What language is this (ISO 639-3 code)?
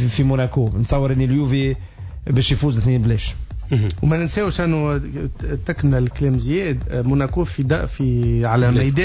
aeb